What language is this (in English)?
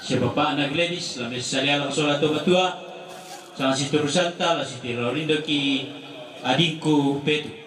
Toraja-Sa'dan